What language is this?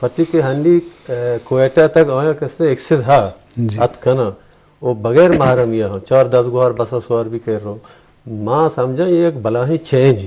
Eastern Balochi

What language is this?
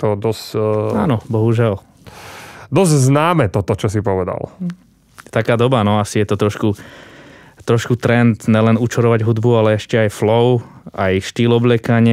Slovak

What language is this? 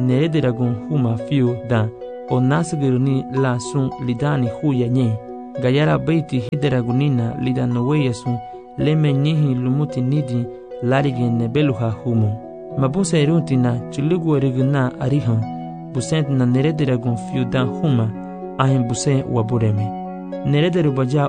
Garifuna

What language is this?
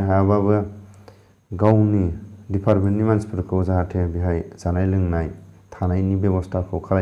Bodo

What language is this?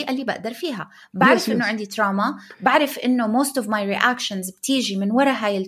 North Levantine Arabic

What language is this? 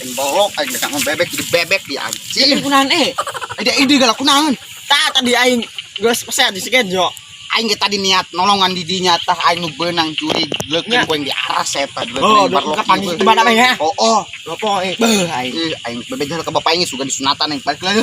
Sundanese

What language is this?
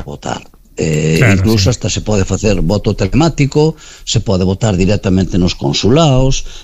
Galician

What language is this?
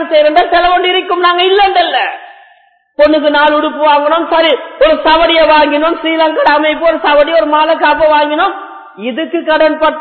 Tamil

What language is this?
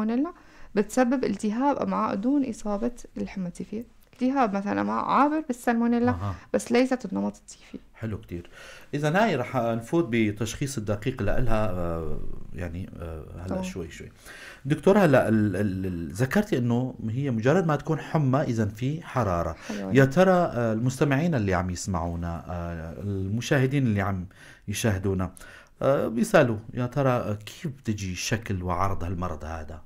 North Levantine Arabic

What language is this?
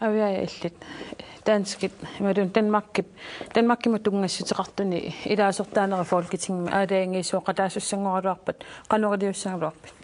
Kalaallisut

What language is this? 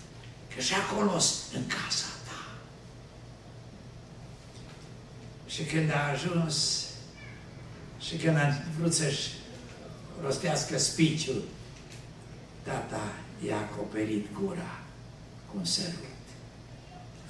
Romanian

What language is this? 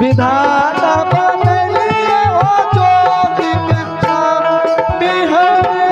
Angika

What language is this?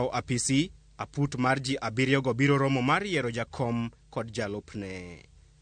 Luo (Kenya and Tanzania)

